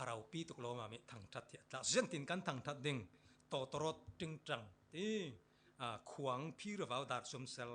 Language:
Falam Chin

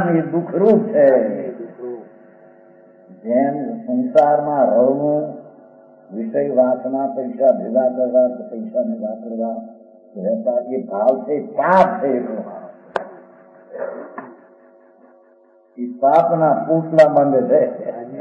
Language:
Gujarati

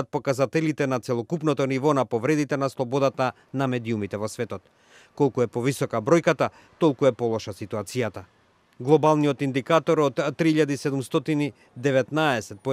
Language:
Macedonian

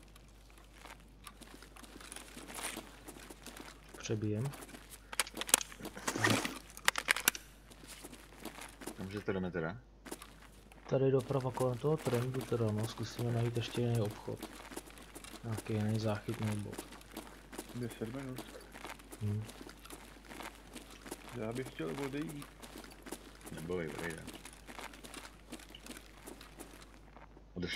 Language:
Czech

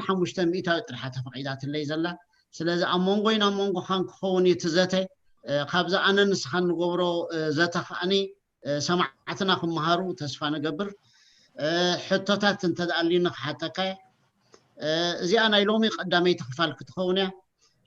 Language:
Tigrinya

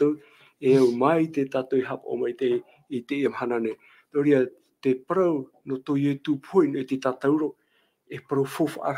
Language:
Tahitian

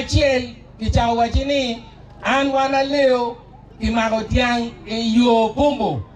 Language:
Acoli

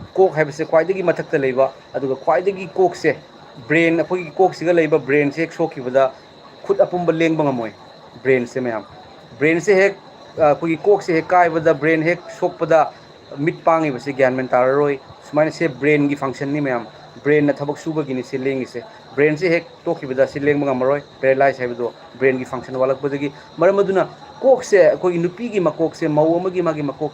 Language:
Manipuri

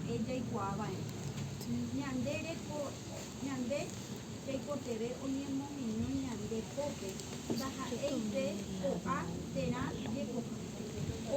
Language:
Guarani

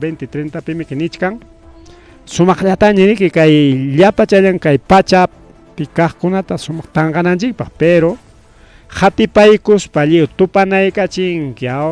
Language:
Ayacucho Quechua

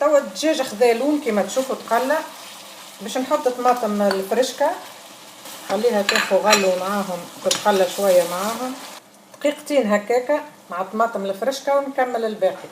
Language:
Tunisian Arabic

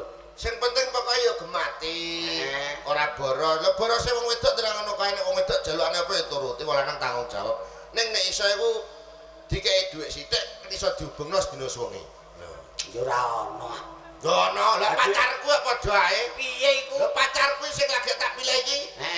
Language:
Javanese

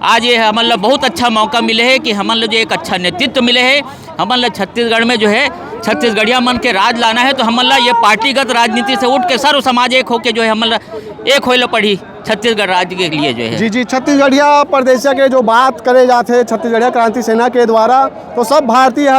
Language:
Chhattisgarhi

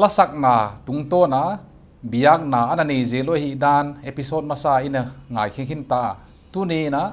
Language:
Paite Chin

